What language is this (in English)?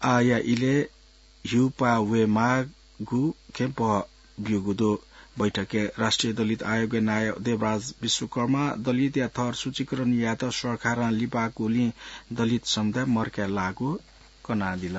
Newari